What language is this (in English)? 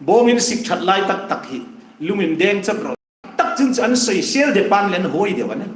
Hmar